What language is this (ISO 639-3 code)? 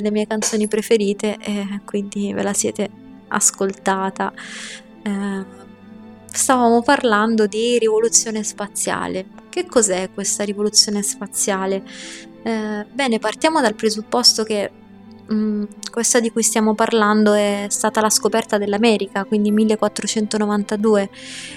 ita